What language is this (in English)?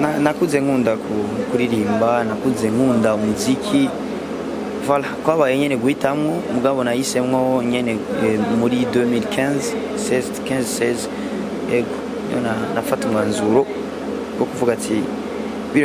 Rundi